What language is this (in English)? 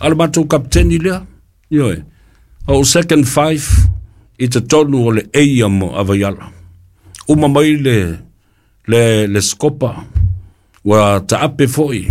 Samoan